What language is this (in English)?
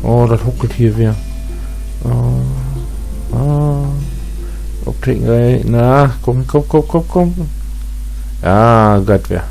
Low German